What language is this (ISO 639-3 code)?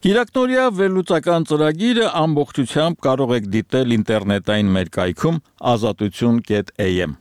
hye